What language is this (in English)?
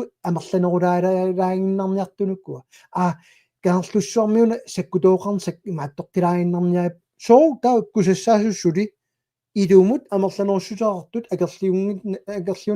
Kalaallisut